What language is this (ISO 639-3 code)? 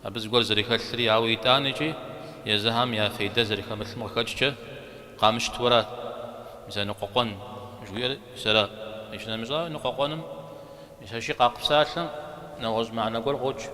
kbd